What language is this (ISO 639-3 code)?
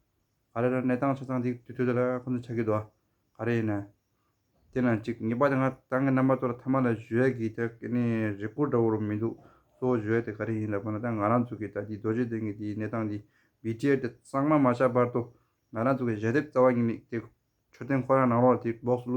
bod